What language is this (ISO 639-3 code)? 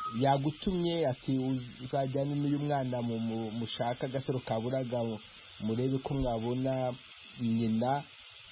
kin